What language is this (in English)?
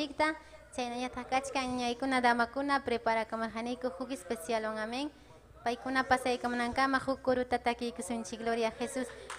Ayacucho Quechua